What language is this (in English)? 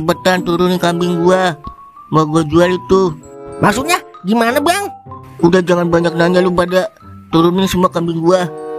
Betawi